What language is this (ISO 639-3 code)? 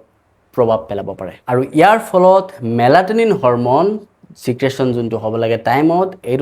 asm